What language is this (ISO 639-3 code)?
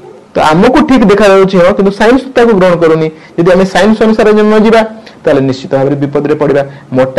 ori